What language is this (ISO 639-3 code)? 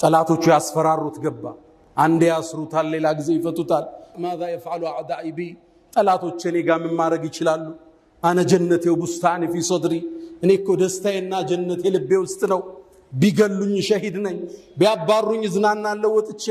amh